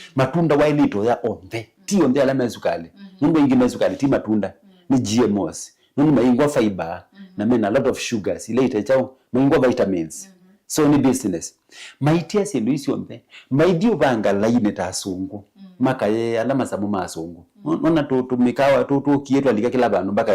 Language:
Kamba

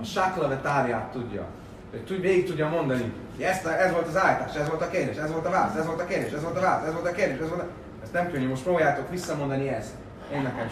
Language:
Hungarian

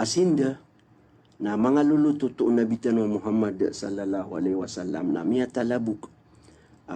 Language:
Maranao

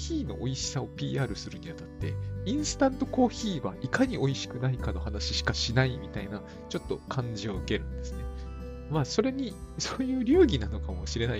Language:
Japanese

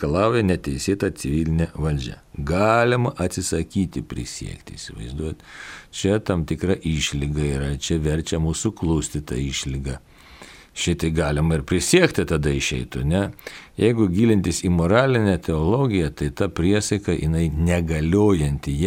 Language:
Lithuanian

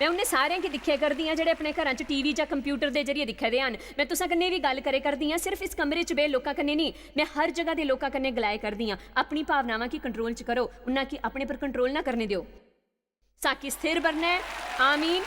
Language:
Dogri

